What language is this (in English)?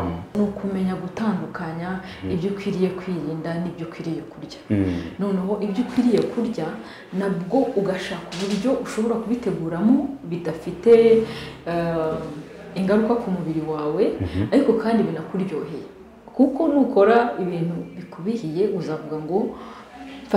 Kinyarwanda